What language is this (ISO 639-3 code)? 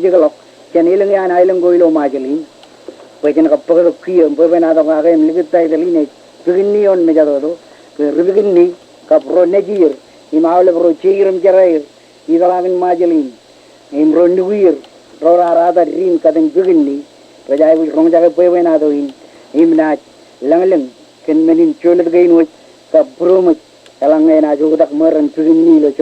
mah